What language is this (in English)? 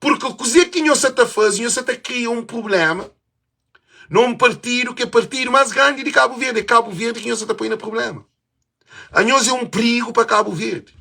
Kabuverdianu